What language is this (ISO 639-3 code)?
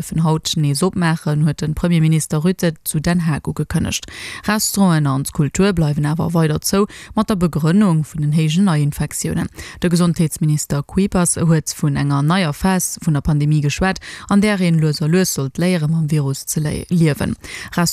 ltz